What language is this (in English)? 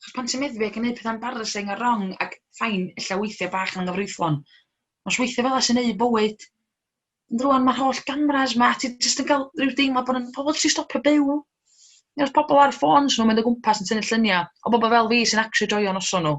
Welsh